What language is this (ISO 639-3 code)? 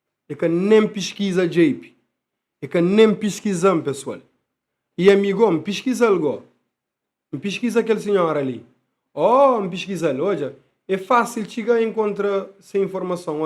kea